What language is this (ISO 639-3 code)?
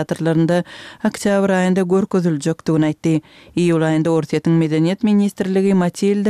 tuk